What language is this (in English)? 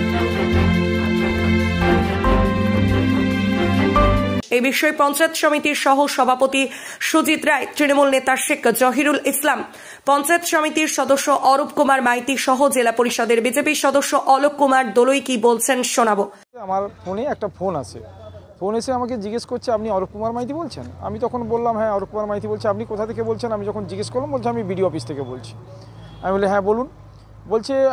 Bangla